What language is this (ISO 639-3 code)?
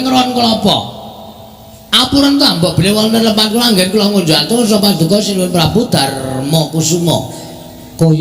jav